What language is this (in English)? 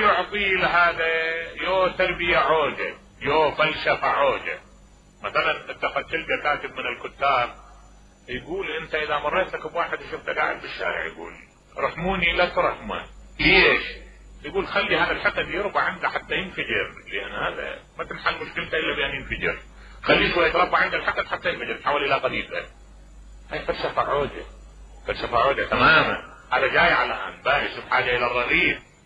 Mesopotamian Arabic